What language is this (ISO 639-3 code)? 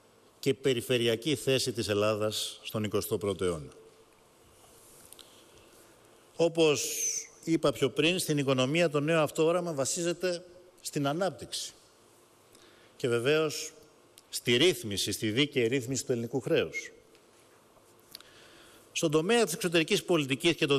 ell